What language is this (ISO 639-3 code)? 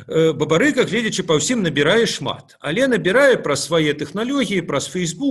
bel